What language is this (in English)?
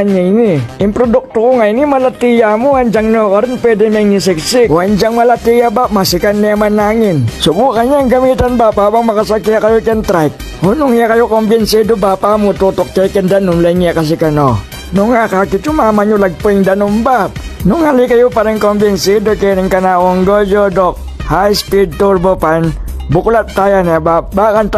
Pampanga